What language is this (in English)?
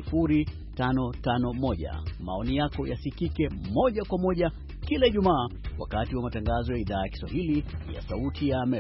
Swahili